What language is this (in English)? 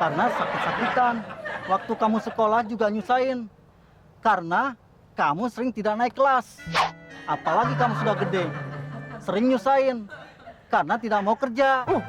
Betawi